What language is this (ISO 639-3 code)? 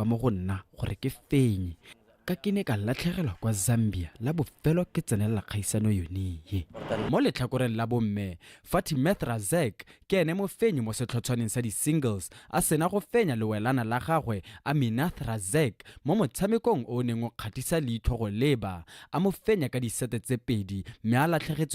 tsn